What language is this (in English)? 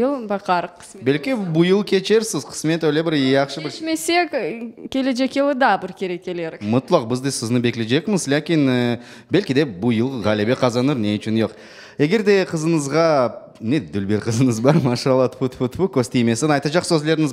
Crimean Tatar